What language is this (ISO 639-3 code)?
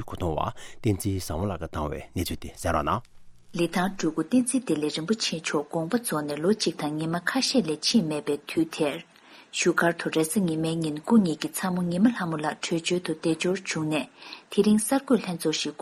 bod